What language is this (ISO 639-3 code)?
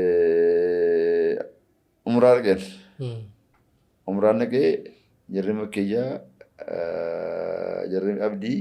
orm